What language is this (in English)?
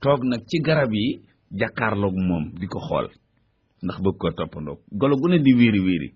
Wolof